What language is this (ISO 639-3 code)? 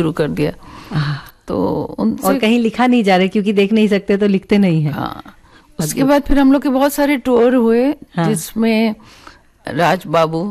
hin